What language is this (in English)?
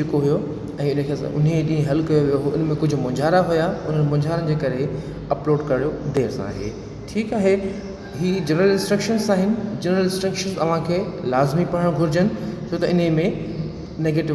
Sindhi